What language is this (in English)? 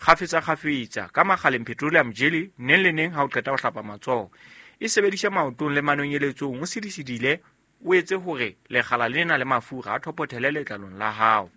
Southern Sotho